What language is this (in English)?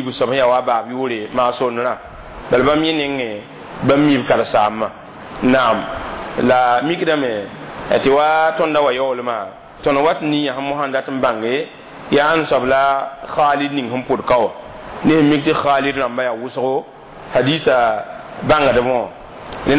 Mossi